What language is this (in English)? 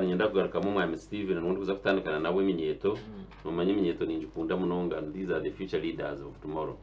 Nyankole